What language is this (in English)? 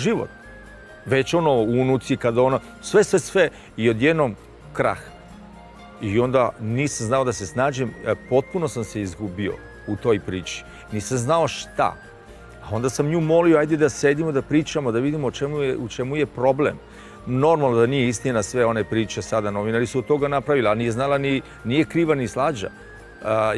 Serbian